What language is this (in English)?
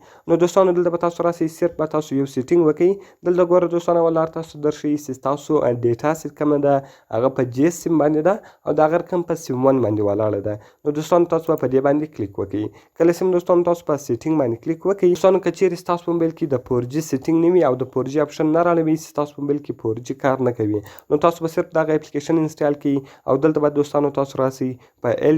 Pashto